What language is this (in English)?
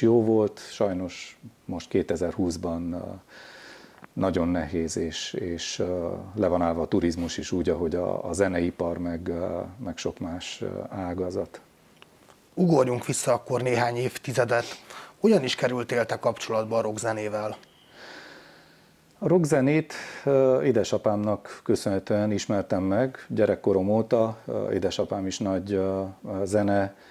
Hungarian